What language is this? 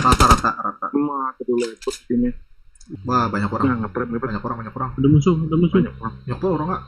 Banjar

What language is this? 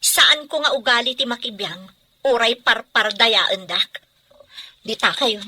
Iloko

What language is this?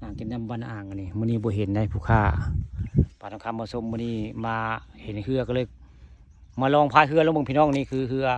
Northeastern Thai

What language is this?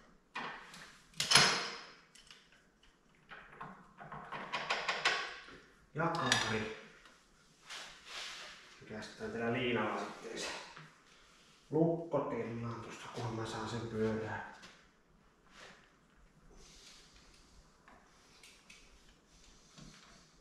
Finnish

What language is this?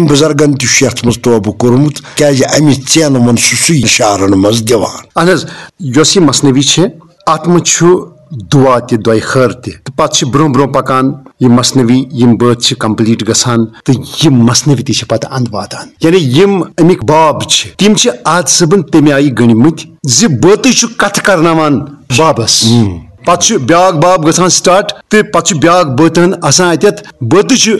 Kashmiri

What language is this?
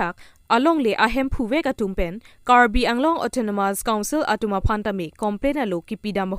Karbi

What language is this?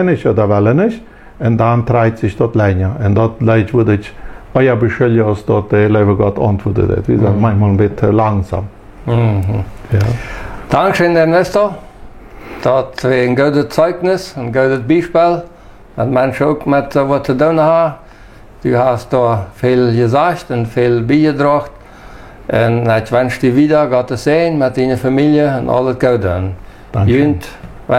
Plautdietsch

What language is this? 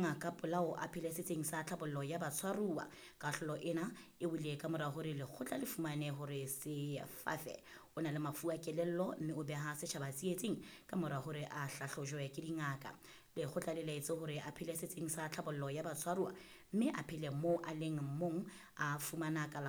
Southern Sotho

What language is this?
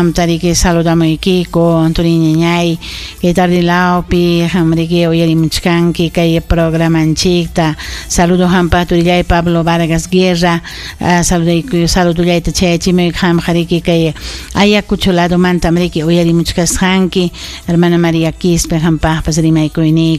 Ayacucho Quechua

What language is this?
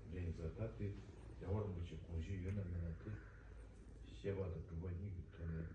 Tibetan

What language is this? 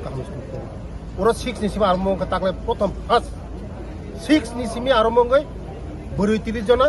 Kok Borok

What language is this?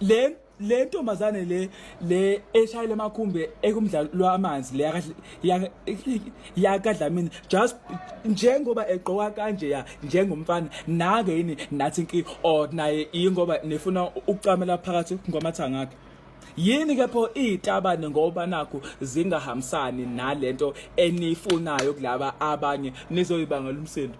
Zulu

